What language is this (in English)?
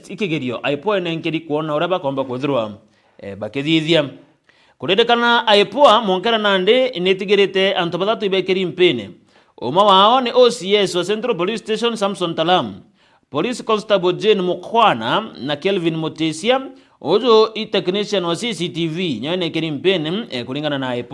Meru